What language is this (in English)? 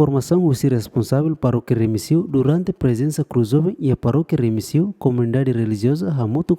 Tetum